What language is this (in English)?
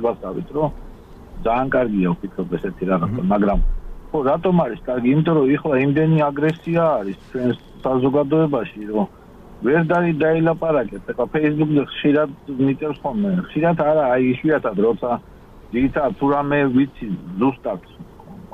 Georgian